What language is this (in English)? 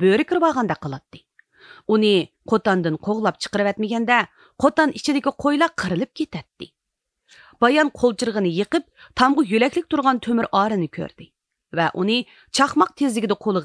Uyghur